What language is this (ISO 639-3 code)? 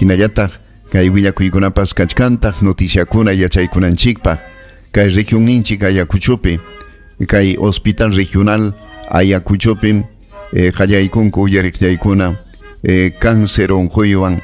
quy